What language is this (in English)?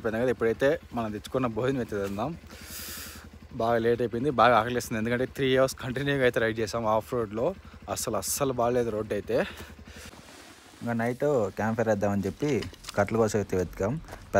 Telugu